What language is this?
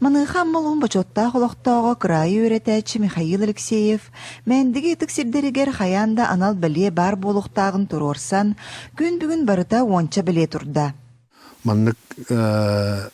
Yakut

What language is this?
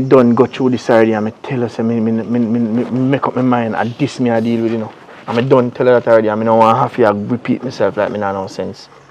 Jamaican Creole English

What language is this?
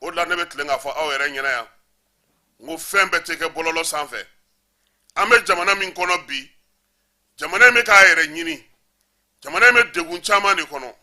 Bambara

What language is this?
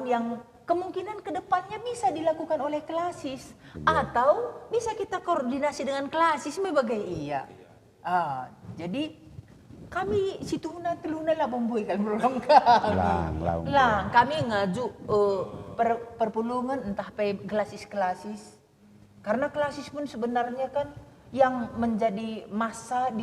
Batak Karo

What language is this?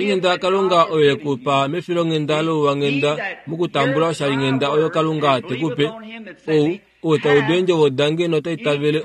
Kuanyama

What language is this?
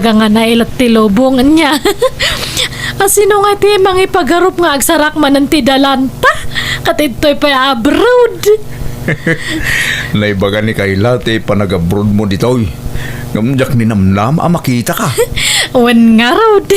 Iloko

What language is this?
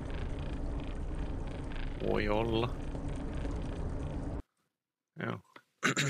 Finnish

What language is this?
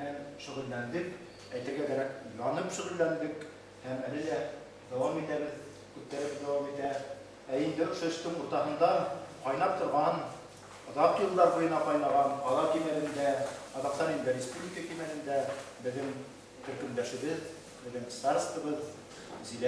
Bashkir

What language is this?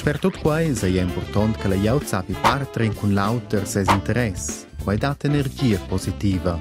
Romansh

